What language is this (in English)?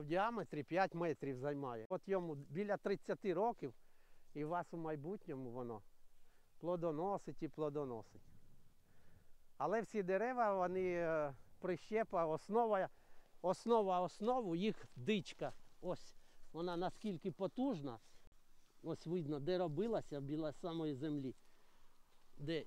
Ukrainian